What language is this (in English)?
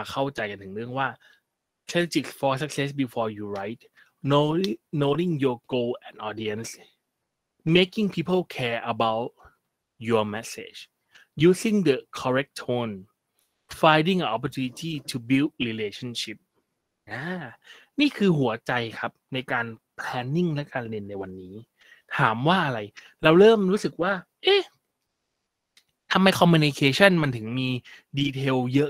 Thai